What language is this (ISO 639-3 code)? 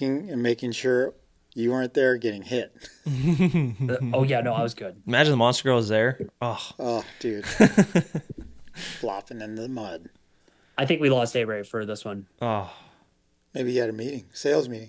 eng